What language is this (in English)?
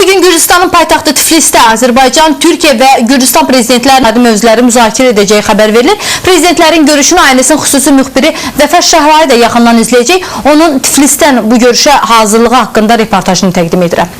Azerbaijani